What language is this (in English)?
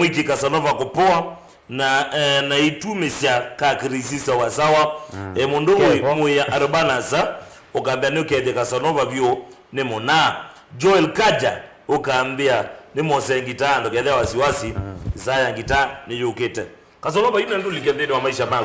Kamba